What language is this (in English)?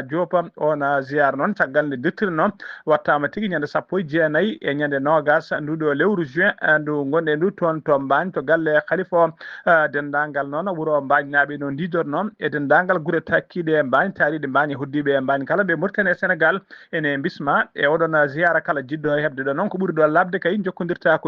Fula